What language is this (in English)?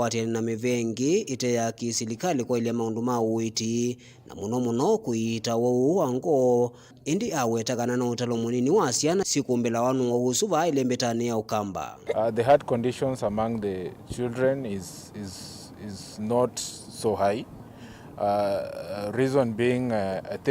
Kamba